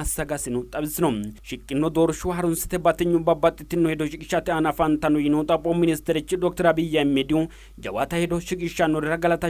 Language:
Sidamo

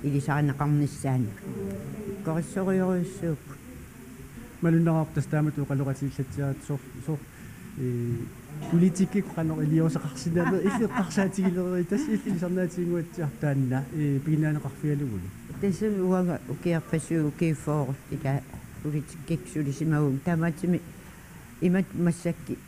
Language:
Kalaallisut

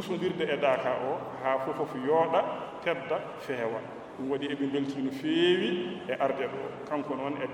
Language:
Fula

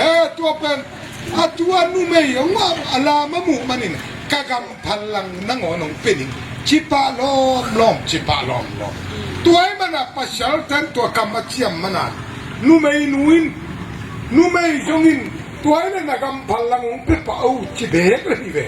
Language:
Tedim Chin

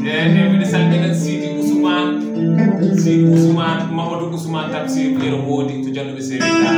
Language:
Fula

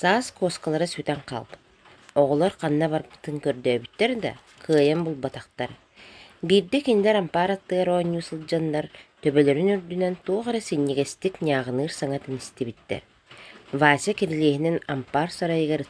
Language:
Yakut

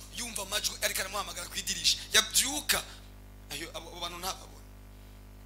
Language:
Rundi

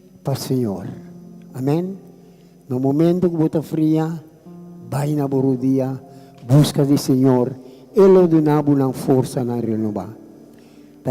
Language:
Papiamento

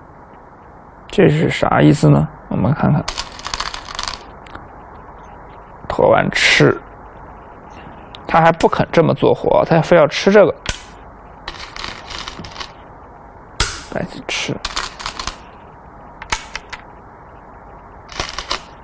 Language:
Chinese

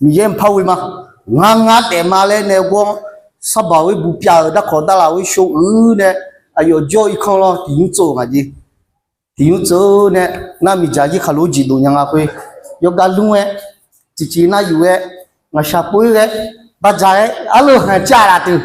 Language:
Akha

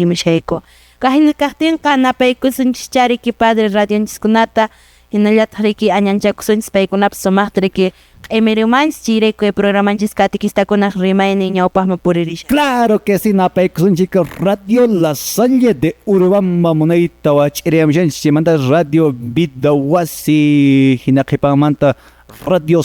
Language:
Quechua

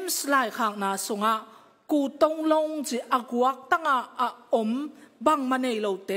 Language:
Tedim Chin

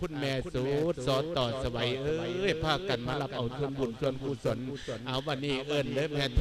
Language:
Lao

